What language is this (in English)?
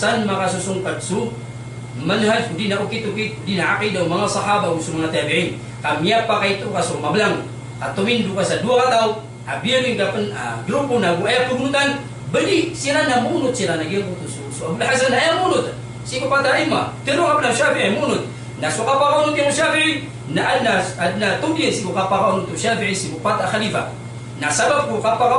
Maranao